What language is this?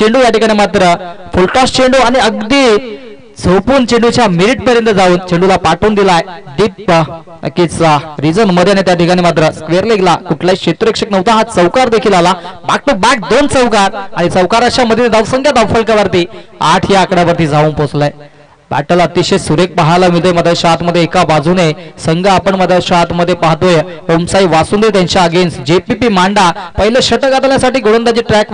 Marathi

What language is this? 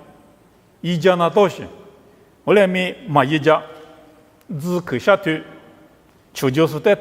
Lisu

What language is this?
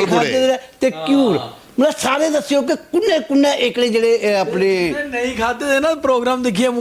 Dogri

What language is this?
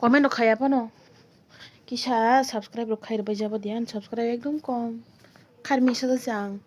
Kok Borok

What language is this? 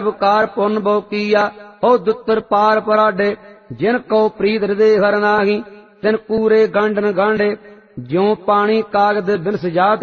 Punjabi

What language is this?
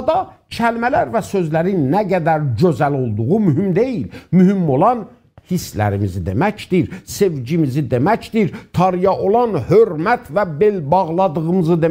South Azerbaijani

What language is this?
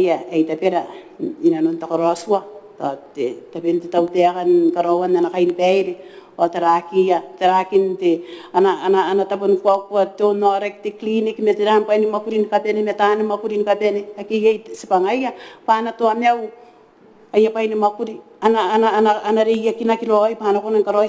Gilbertese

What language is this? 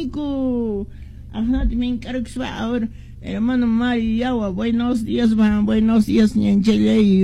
Quechua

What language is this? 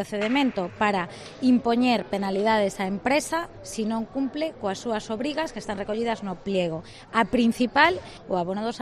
Galician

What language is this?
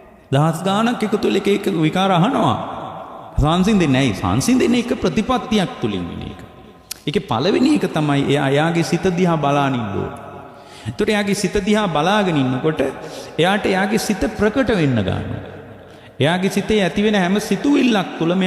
Sinhala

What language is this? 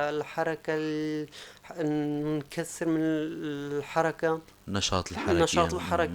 North Levantine Arabic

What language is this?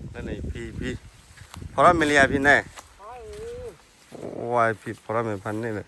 S'gaw Karen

